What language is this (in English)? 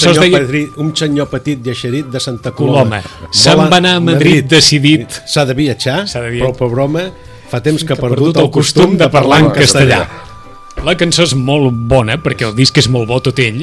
Catalan